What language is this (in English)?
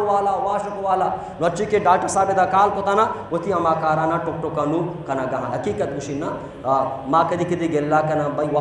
Baluchi